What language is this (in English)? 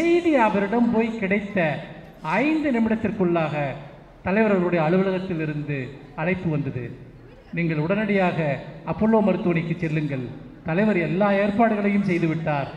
Tamil